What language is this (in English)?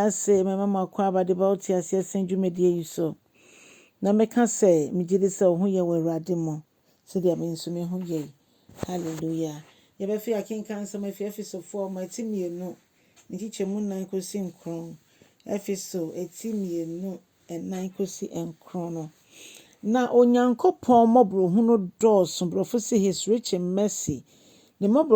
Akan